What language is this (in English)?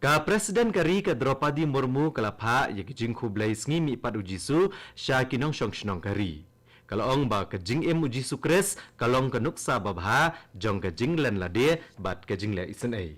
Khasi